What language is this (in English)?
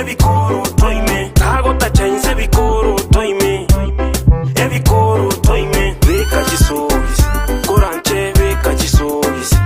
Gusii